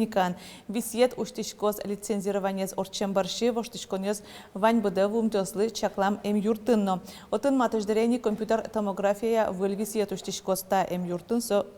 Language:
Udmurt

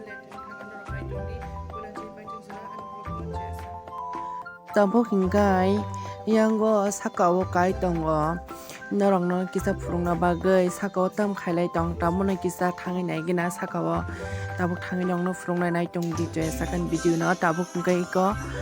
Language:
Kok Borok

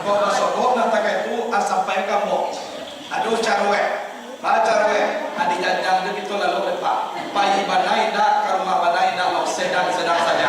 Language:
Minangkabau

